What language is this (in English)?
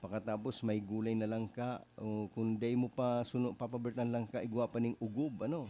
Bikol